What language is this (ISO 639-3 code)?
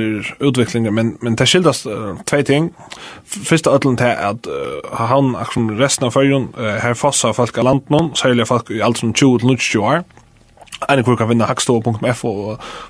fao